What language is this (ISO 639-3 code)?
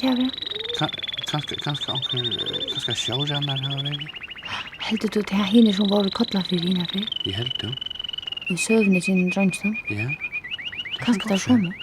fao